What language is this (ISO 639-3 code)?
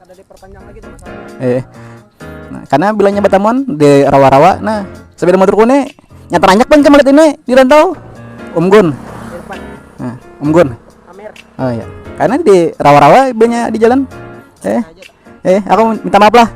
bjn